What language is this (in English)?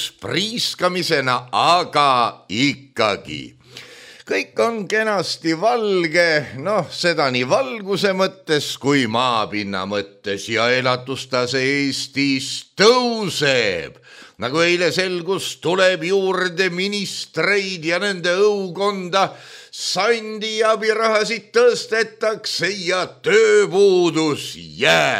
Estonian